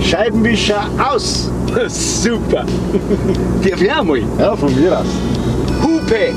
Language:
Bavarian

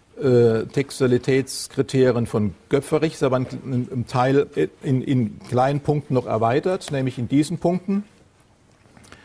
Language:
German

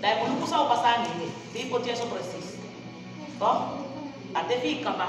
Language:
Saramaccan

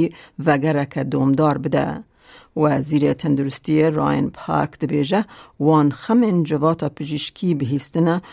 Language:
Kurdish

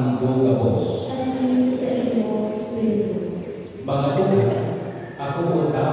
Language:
Bikol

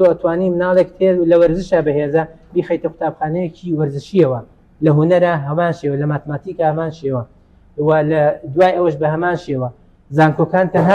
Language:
Central Kurdish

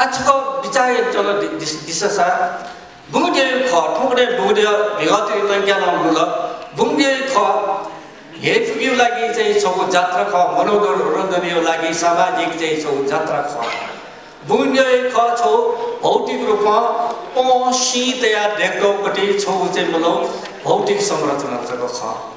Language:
Newari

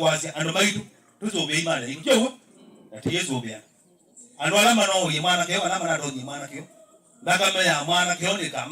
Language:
Kamba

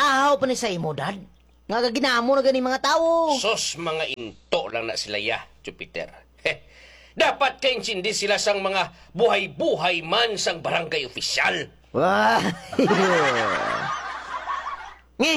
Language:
Hiligaynon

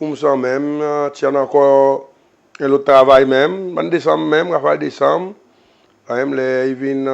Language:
Seselwa Creole French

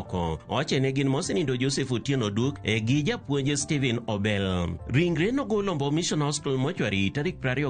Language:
Luo (Kenya and Tanzania)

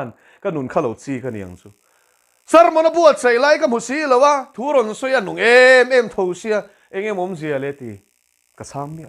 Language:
Mizo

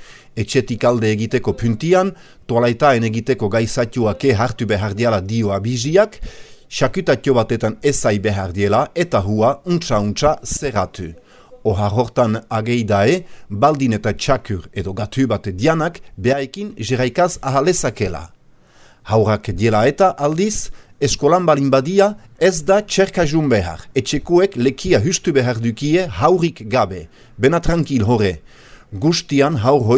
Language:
Basque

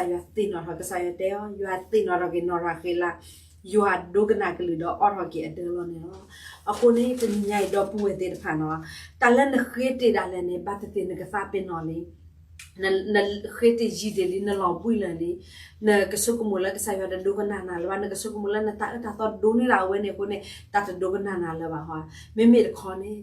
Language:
S'gaw Karen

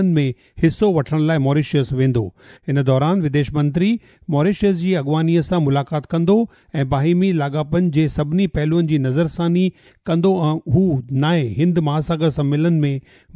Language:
Sindhi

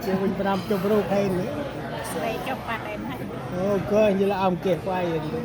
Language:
Central Mnong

